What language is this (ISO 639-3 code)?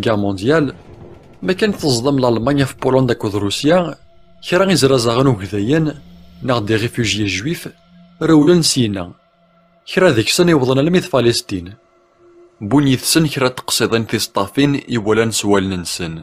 kab